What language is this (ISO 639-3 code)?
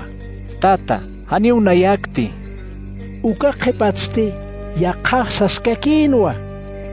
aym